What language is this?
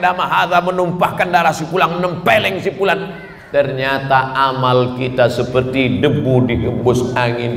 Indonesian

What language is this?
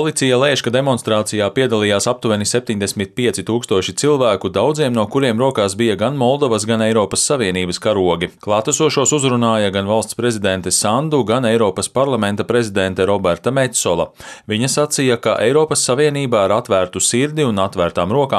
Latvian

